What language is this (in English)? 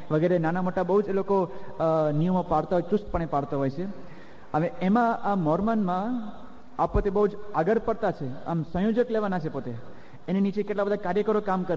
Gujarati